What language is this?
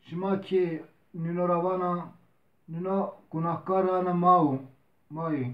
Zaza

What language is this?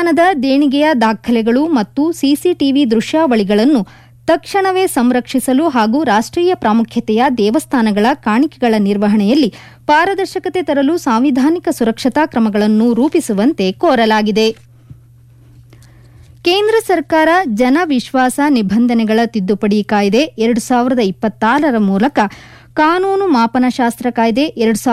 Kannada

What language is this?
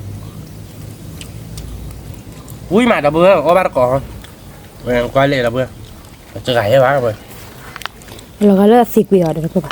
S'gaw Karen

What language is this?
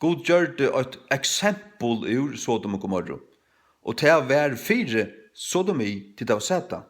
Faroese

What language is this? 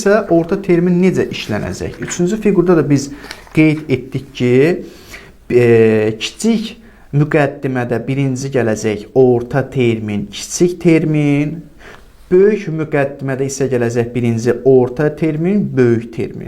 Azerbaijani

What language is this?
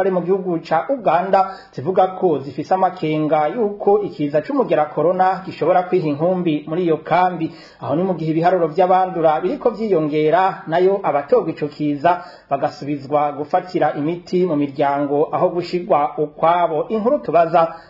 Rundi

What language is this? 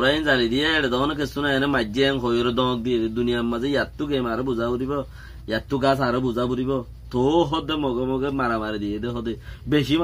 Rohingya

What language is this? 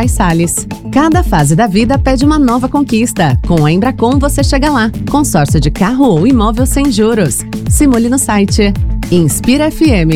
Portuguese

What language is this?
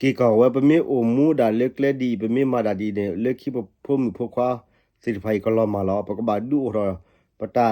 S'gaw Karen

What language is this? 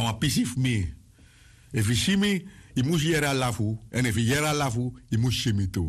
Sranan Tongo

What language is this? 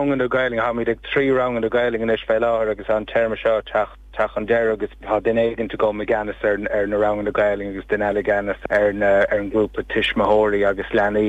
Irish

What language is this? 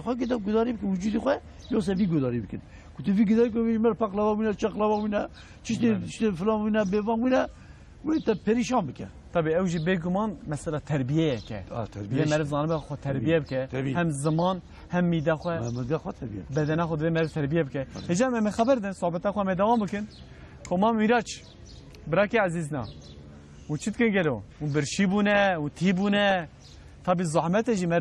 Kurdish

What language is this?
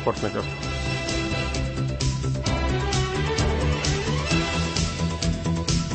Russian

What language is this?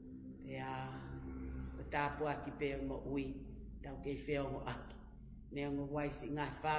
Tongan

